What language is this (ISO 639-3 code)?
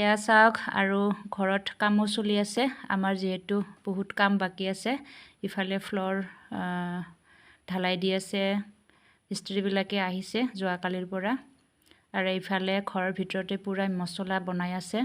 asm